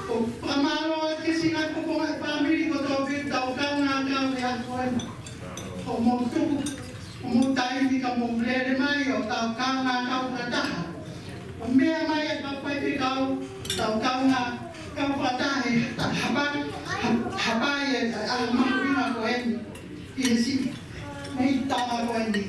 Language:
Tongan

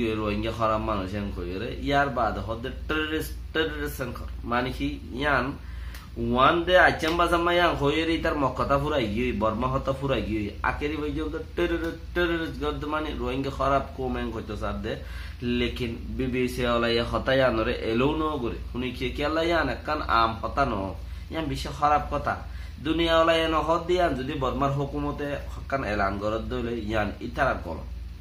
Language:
Rohingya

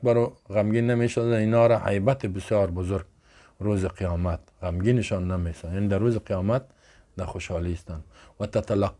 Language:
Persian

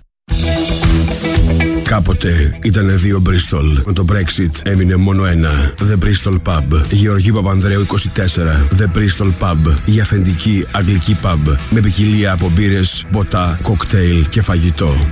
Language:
Greek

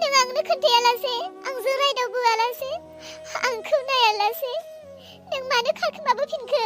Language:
Bodo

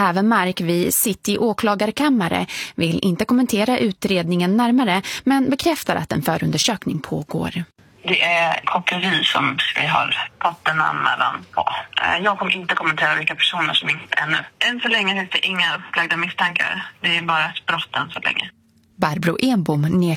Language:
Swedish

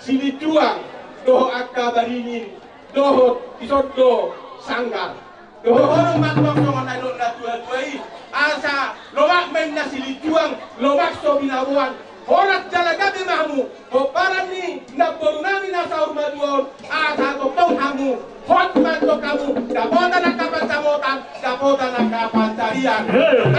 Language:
Batak Toba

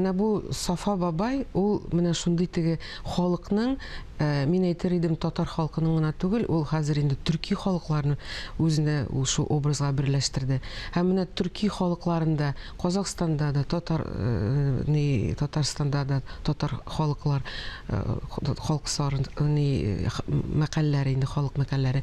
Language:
Tatar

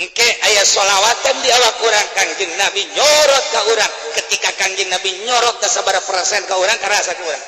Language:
Sundanese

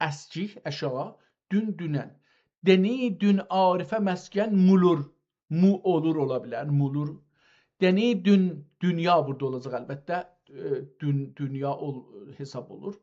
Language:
South Azerbaijani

